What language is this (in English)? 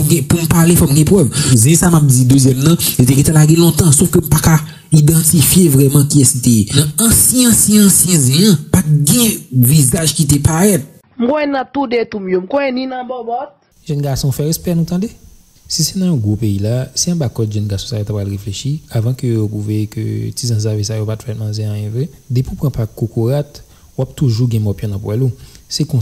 Haitian Creole